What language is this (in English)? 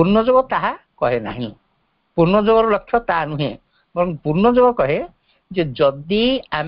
Odia